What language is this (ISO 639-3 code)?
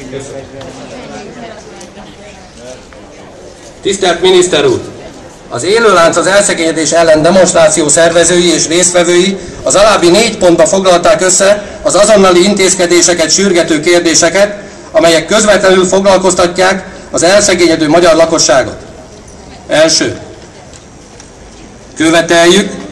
hun